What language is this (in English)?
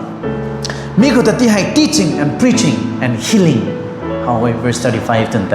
Rongmei Naga